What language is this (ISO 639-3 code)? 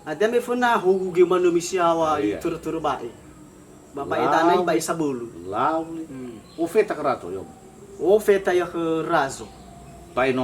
nia